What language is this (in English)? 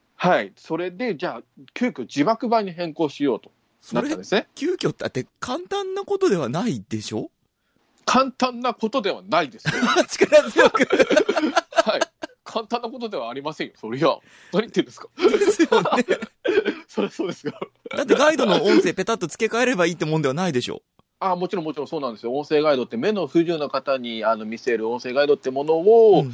Japanese